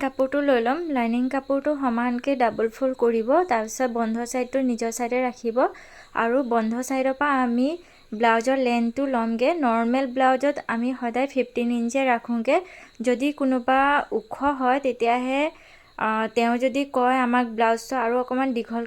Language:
Assamese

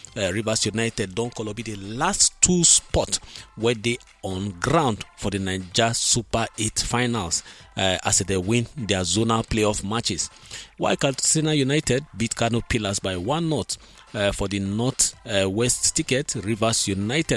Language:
Nigerian Pidgin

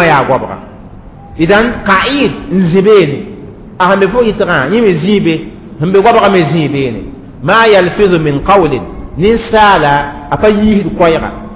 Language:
Mossi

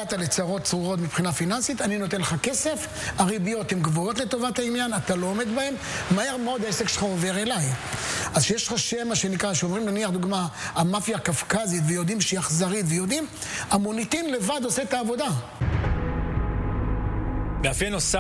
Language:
Hebrew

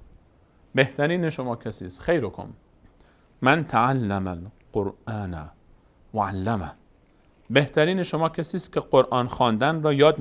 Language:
Persian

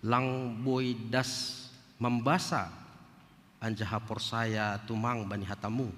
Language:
Batak Simalungun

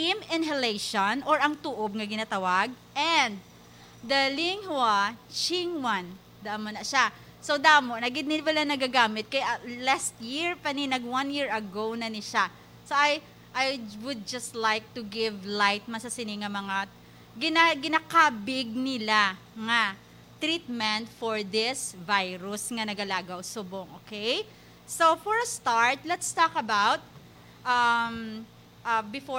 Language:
Hiligaynon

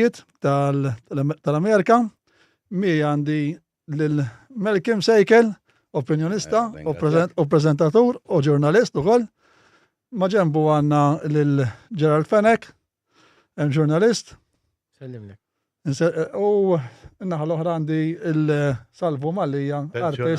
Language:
Maltese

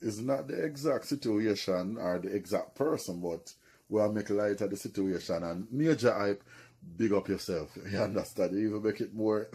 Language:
Jamaican Creole English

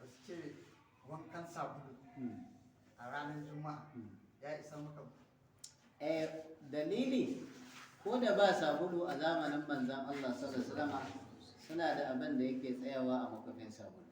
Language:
Hausa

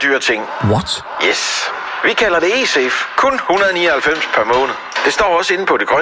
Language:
Danish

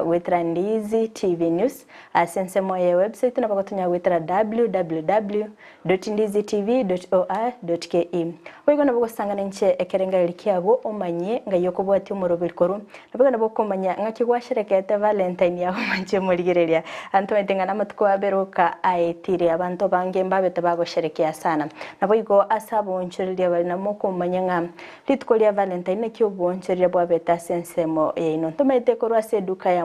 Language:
Gusii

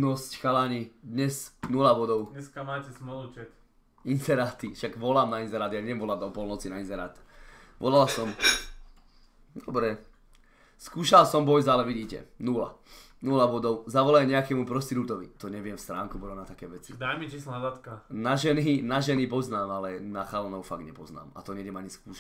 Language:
Slovak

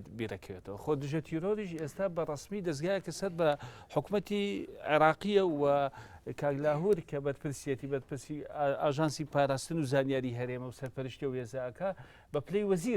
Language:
Central Kurdish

